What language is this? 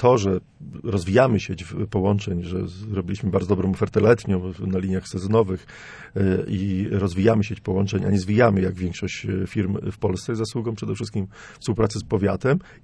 Polish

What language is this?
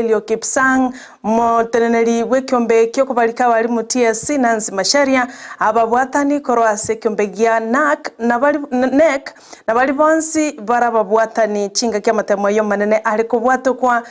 Gusii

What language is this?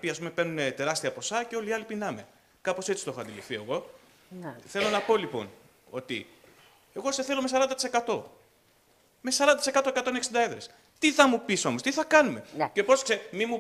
Greek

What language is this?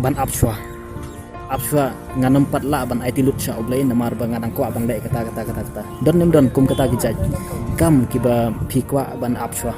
Khasi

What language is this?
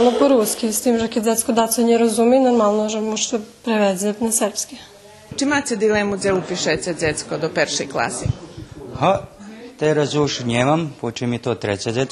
Rusyn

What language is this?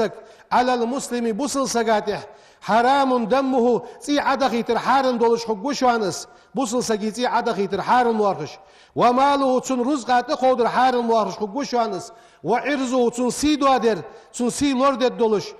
Ingush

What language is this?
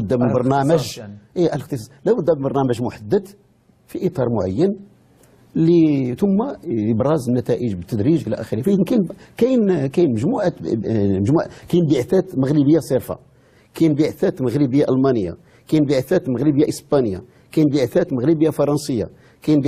Moroccan Arabic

